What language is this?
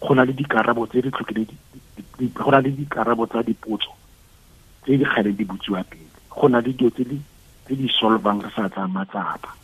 Tswana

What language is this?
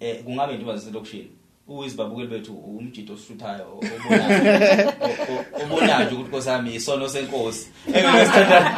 Zulu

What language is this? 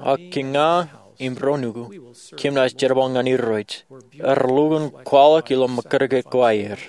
Marshallese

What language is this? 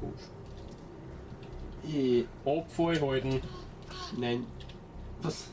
Bavarian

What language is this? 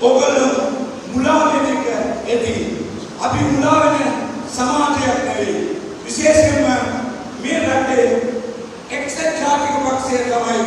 Sinhala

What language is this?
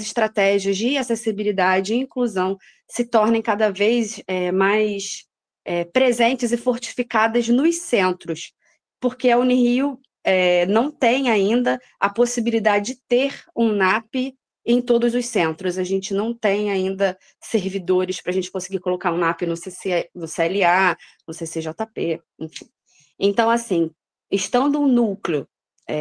Portuguese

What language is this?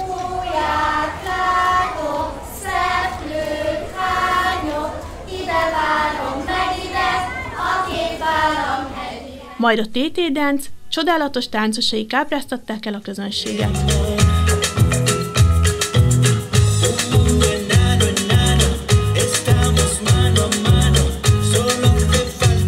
Hungarian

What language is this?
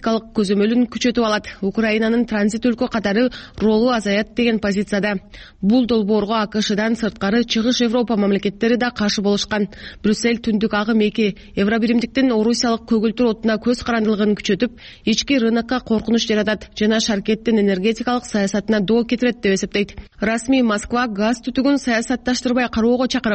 Kyrgyz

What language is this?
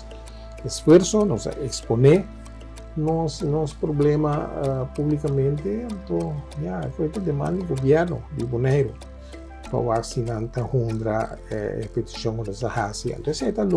Papiamento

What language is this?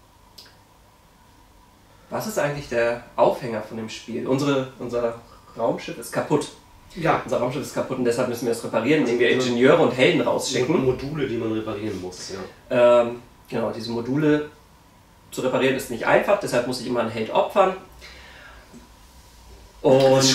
German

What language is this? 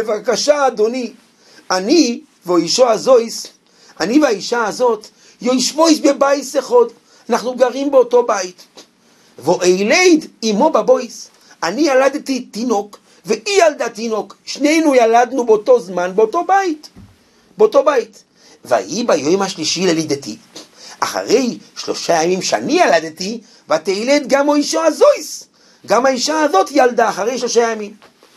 Hebrew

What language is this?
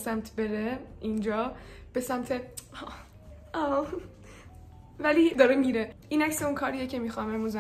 Persian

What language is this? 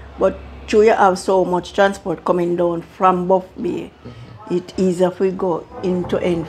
Jamaican Creole English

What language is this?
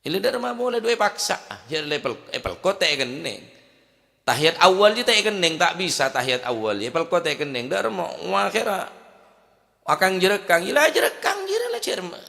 Madurese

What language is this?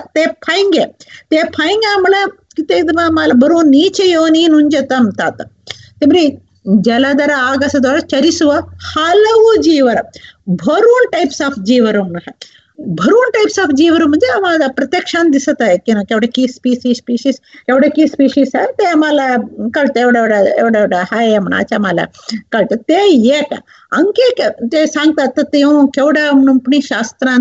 Marathi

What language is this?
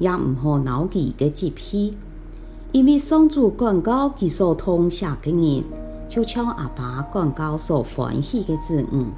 Hakka Chinese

